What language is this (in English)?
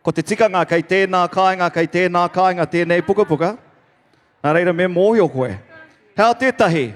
Māori